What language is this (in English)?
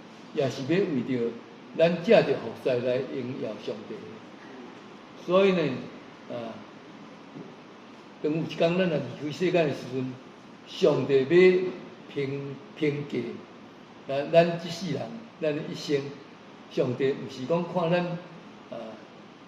Min Nan Chinese